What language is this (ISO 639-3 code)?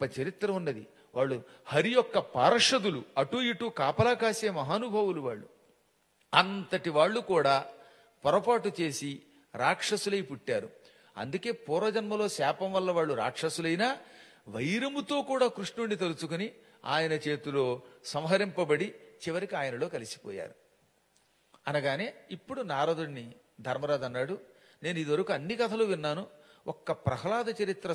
tel